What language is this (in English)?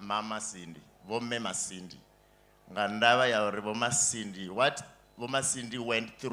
Venda